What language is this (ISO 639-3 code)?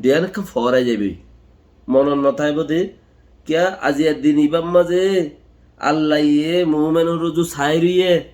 rhg